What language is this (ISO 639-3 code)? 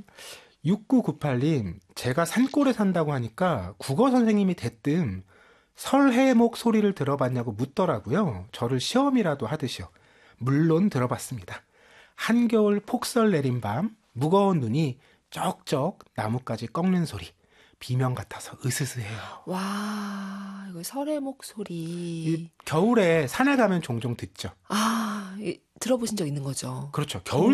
kor